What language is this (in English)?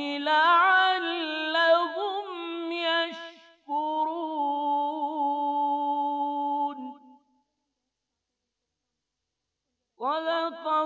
Bosnian